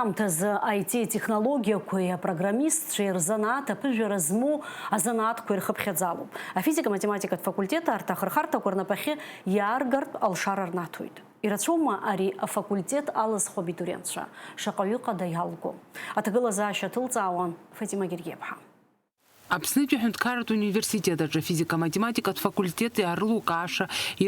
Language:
Abkhazian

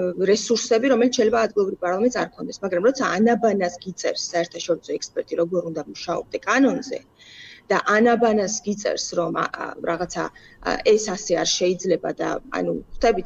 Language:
Georgian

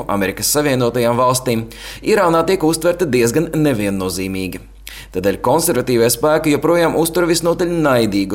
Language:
Latvian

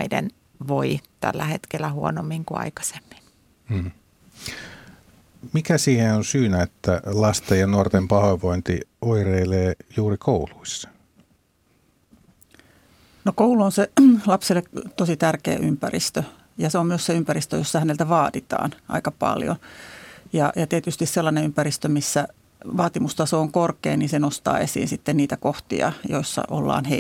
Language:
Finnish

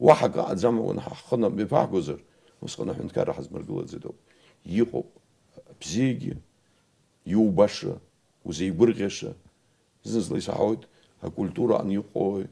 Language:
Abkhazian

